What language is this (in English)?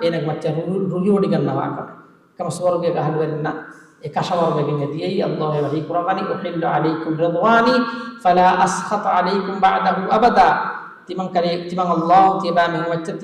Divehi